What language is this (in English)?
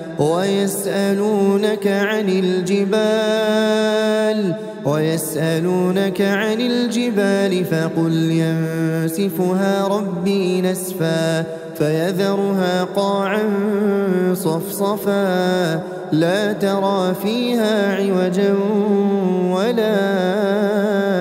Arabic